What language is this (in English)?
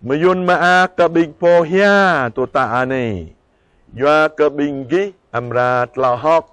Jarai